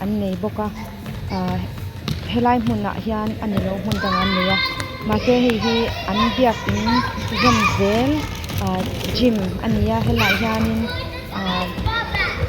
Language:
Mizo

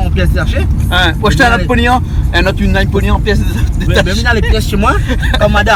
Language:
Réunion Creole French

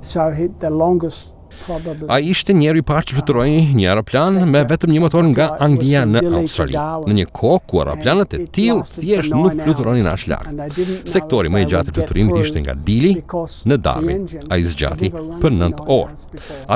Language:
Albanian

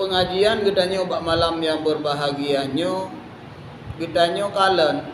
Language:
Achinese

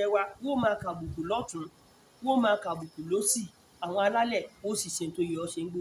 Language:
Yoruba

